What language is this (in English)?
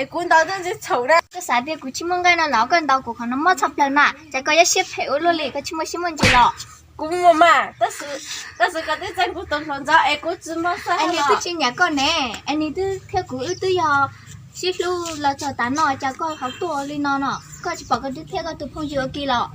Hmong